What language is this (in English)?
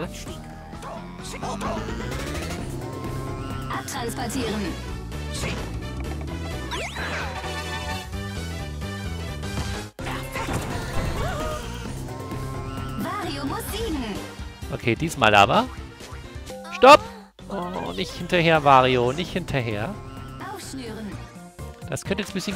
German